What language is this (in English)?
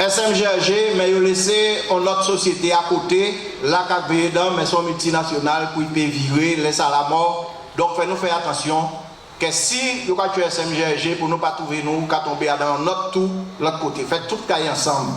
Guadeloupean Creole French